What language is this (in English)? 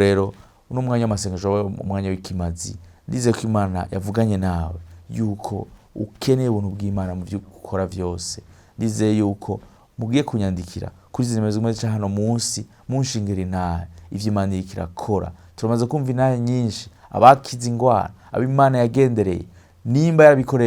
Rundi